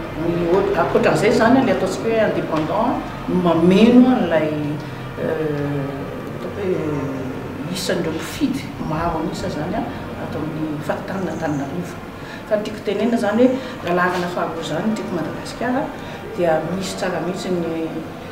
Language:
Malagasy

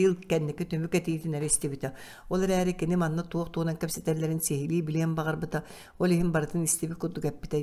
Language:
Yakut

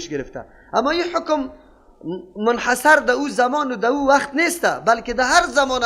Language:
Persian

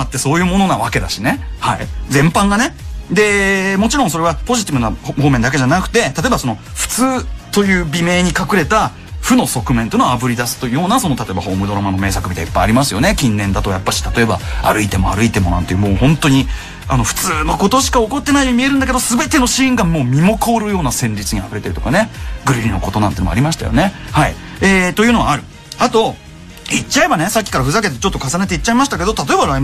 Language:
Japanese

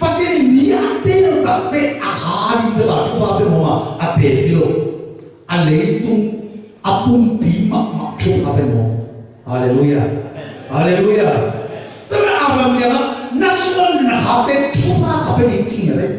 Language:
Tedim Chin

